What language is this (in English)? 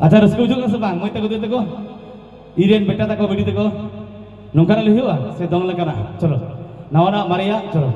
Santali